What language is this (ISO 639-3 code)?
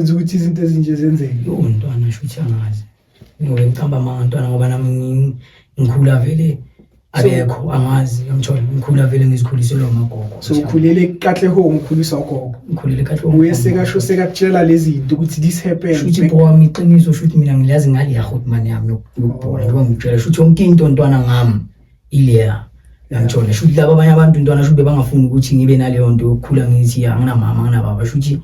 zul